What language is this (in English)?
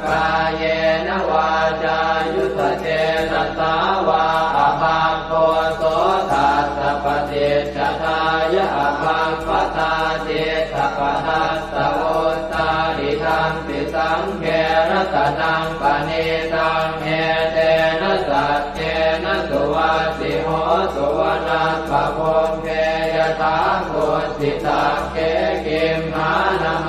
Pali